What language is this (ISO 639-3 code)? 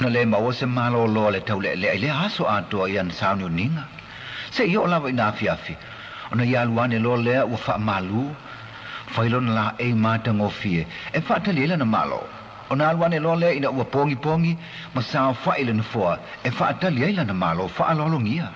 smo